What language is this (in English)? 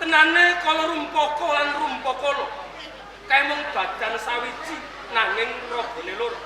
Javanese